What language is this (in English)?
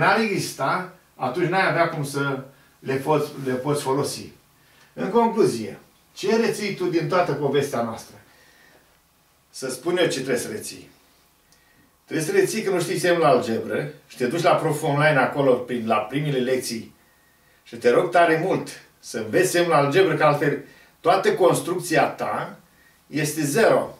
Romanian